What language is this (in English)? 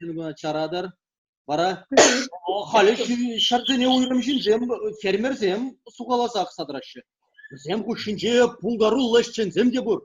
Chuvash